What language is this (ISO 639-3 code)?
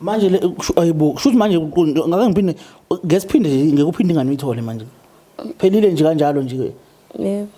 zul